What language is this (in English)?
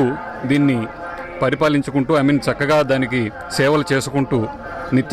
Telugu